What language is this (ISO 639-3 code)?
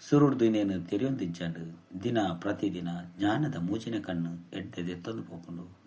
tcy